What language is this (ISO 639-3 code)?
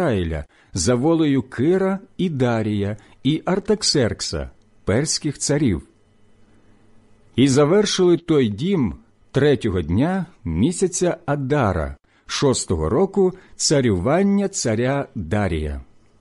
ukr